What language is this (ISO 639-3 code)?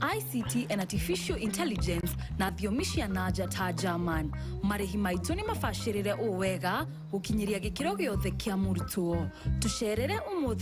kik